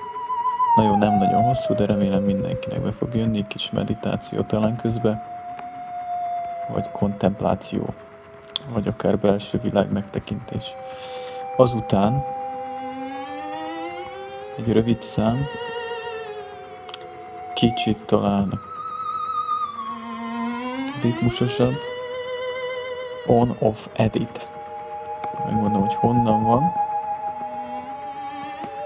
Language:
Hungarian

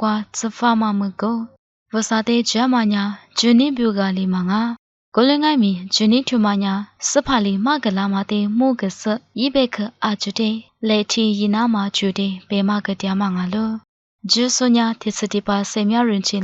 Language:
Lisu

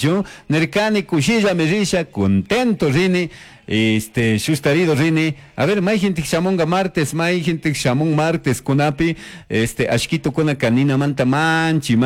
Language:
Chimborazo Highland Quichua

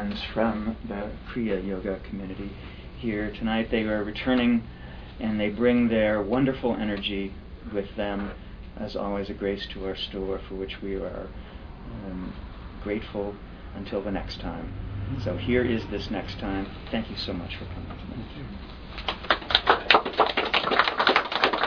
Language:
English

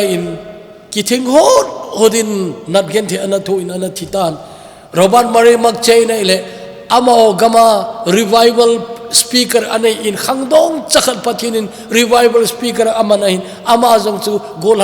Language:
Thado Chin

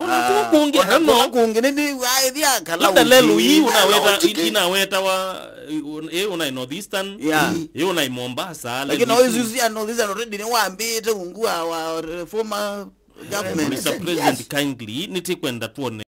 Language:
Kamba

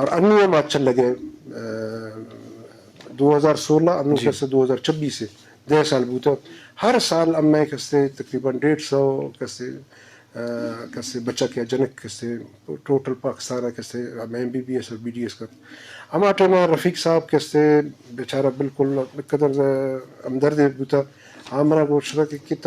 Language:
Baluchi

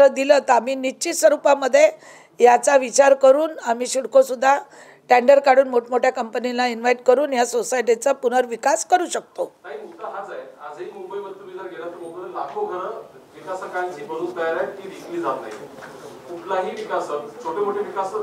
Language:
Marathi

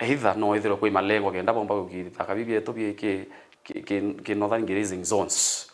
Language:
Meru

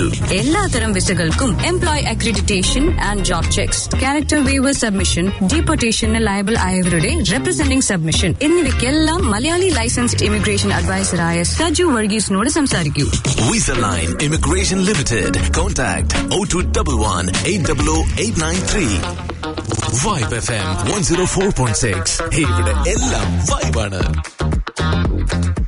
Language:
Malayalam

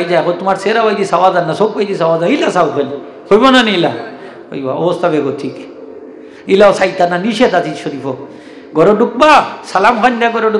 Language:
Sylheti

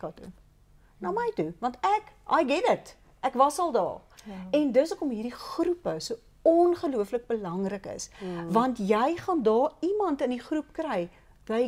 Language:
Afrikaans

